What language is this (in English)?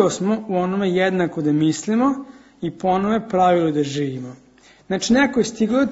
Serbian